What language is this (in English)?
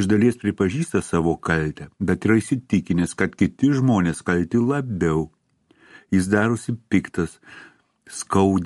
Lithuanian